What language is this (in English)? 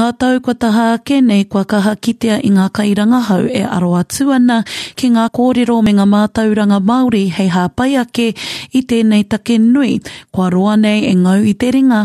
Māori